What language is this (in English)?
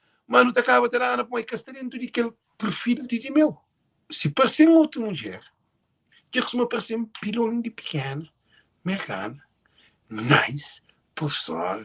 Kabuverdianu